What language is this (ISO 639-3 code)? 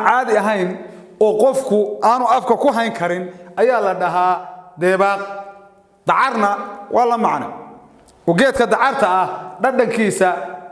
som